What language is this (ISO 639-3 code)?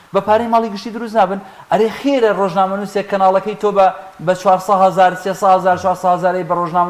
ckb